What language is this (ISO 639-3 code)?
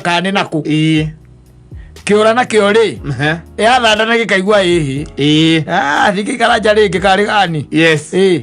kik